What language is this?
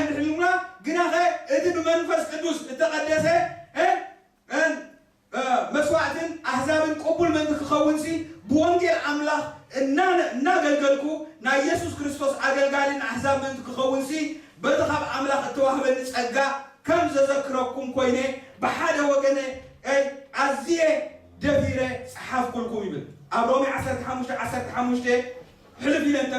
Tigrinya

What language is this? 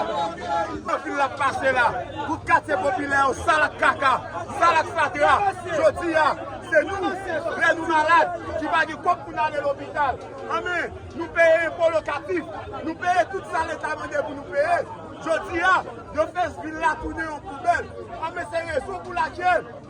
Haitian Creole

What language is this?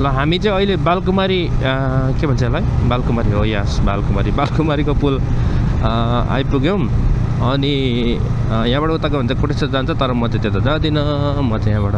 Nepali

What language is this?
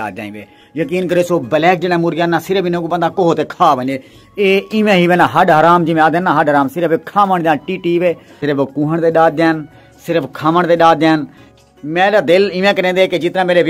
Saraiki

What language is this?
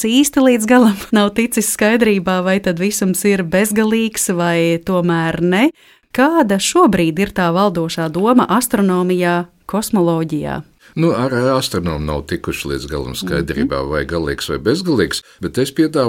Latvian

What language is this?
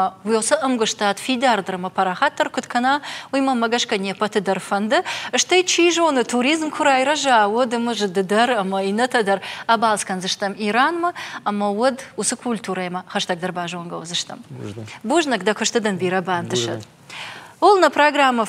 Ossetic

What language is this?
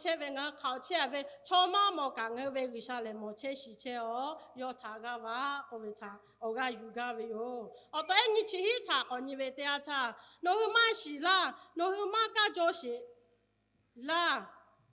Lahu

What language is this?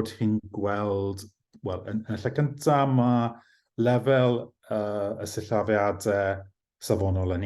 Welsh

